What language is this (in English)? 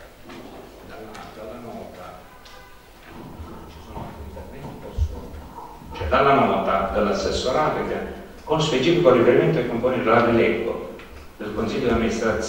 Italian